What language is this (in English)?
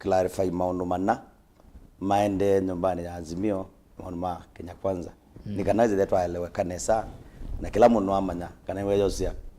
Kamba